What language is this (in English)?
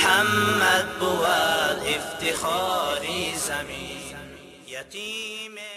Persian